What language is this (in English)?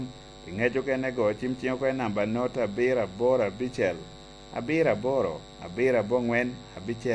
Lango (Uganda)